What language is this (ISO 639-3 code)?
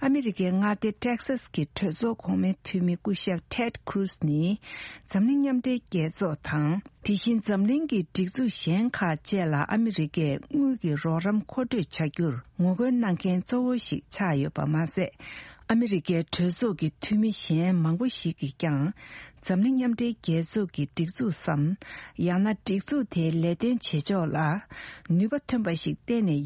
bod